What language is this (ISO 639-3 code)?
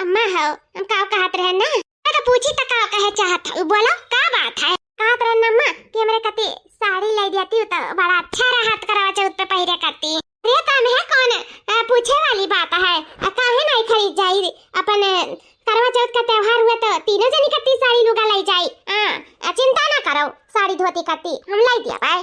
awa